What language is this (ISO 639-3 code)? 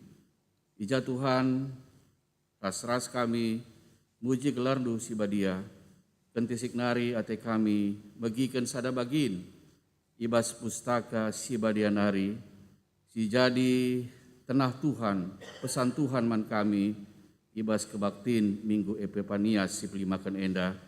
btx